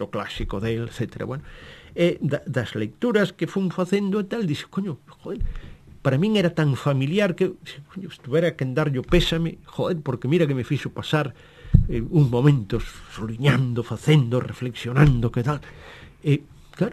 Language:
Galician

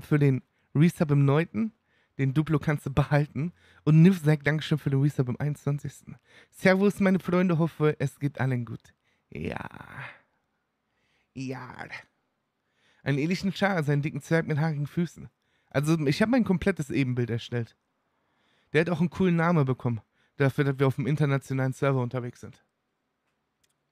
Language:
German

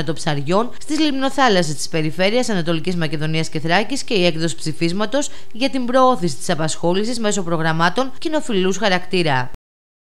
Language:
Greek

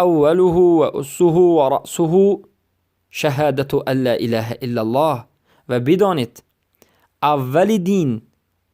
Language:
Persian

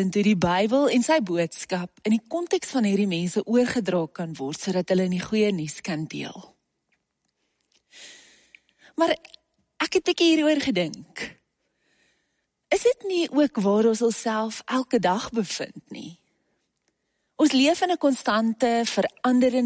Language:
Afrikaans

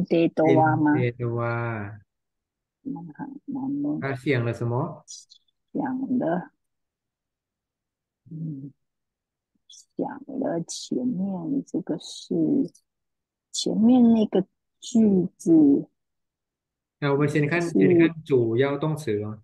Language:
Chinese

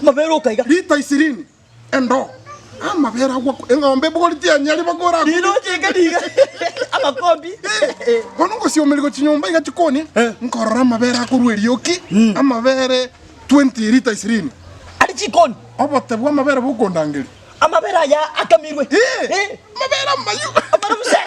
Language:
Gusii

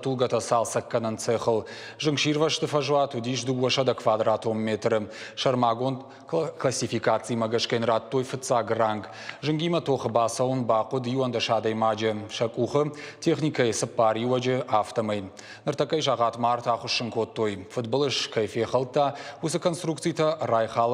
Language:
Ossetic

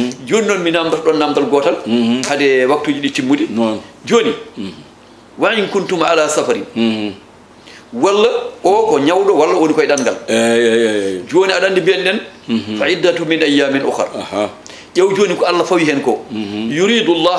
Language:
Fula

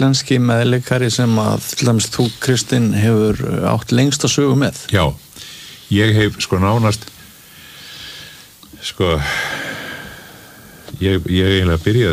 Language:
Icelandic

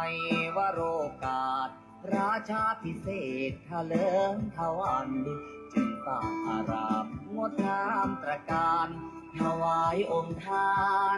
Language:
Pali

